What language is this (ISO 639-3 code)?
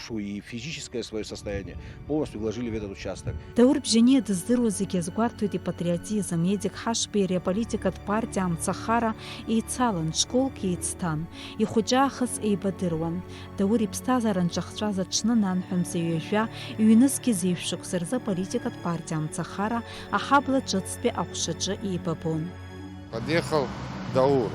abk